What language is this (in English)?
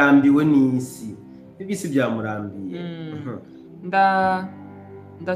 Rundi